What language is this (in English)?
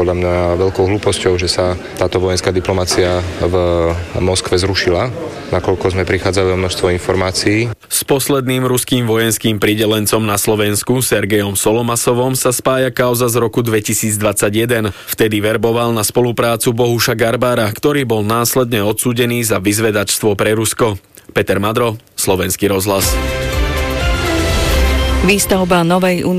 Slovak